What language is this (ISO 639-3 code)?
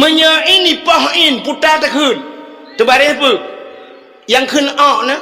ace